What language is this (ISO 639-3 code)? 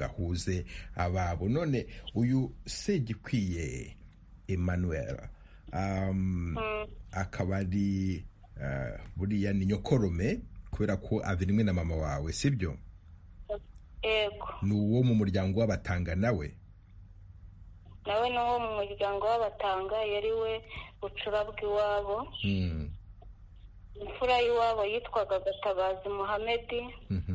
kin